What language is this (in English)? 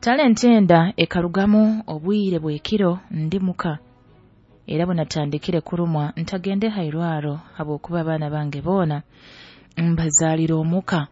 Nyoro